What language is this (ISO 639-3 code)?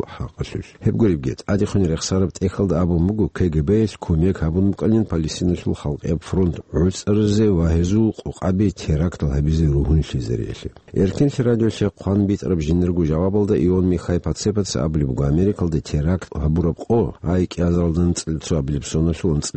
ava